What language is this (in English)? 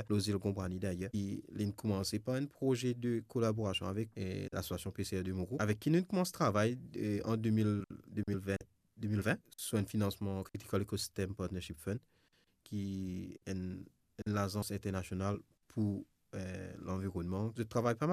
Morisyen